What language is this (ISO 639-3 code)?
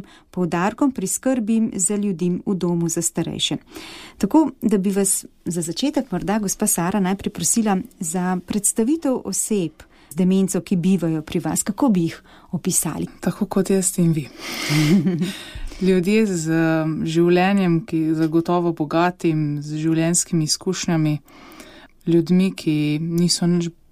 slv